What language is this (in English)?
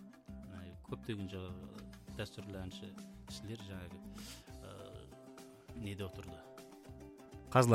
Kazakh